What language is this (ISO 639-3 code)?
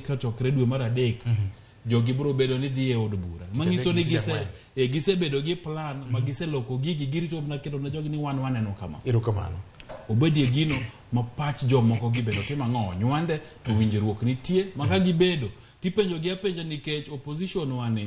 luo